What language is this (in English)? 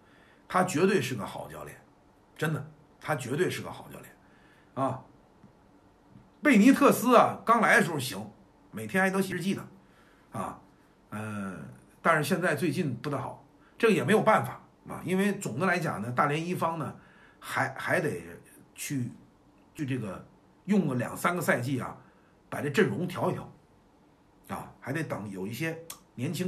Chinese